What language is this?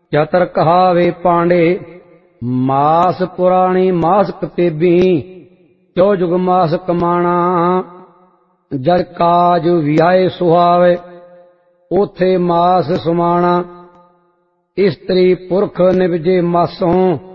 Punjabi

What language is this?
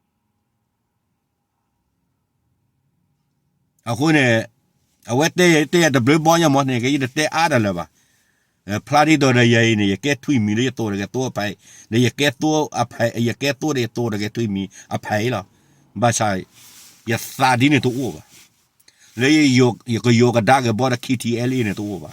S'gaw Karen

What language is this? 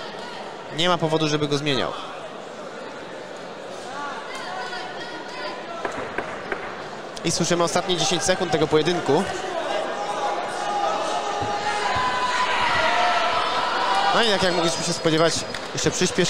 Polish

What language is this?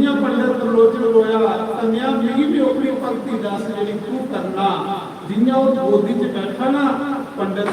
Dogri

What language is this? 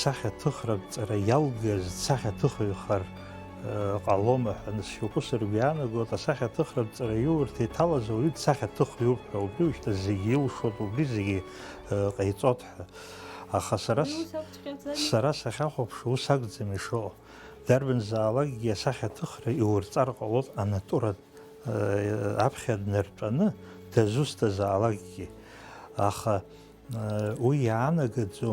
Abkhazian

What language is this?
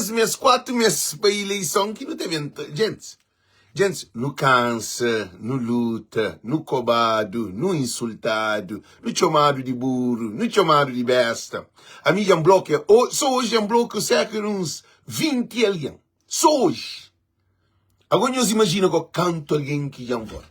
Kabuverdianu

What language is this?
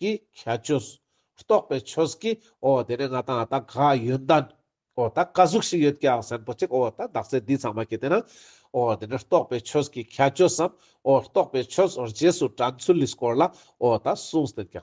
Ladakhi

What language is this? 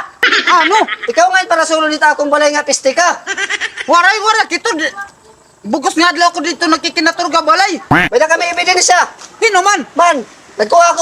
Waray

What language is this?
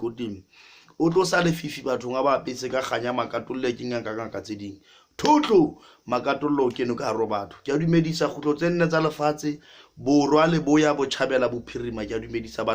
Southern Sotho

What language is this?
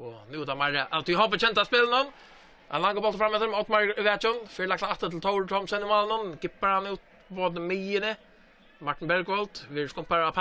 Faroese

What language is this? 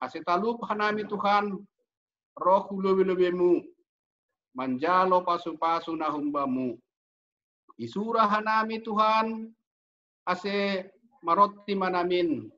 Batak Simalungun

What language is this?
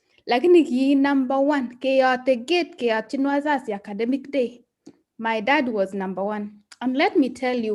Kalenjin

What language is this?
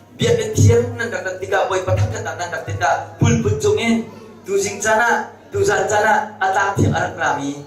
Hakha Chin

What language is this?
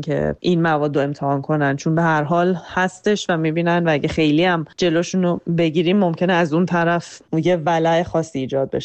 Persian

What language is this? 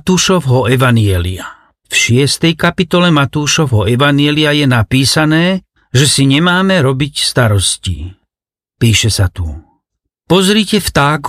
Slovak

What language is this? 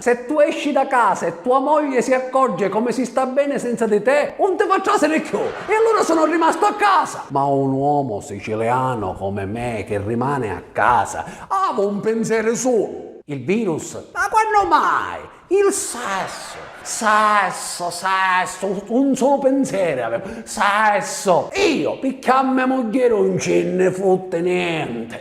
Sicilian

